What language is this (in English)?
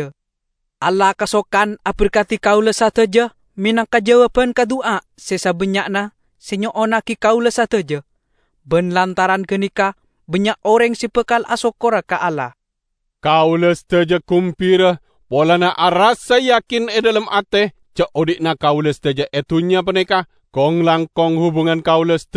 Madurese